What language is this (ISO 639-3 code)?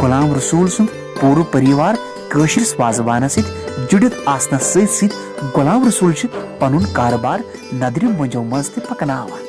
kas